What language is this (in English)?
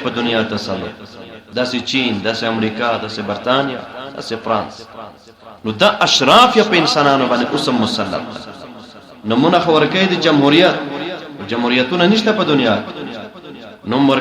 Pashto